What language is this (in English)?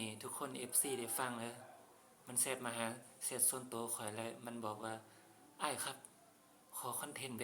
Northeastern Thai